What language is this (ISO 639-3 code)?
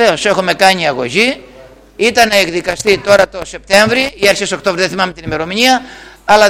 ell